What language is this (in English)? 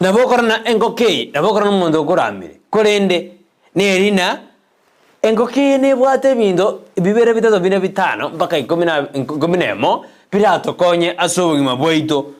Gusii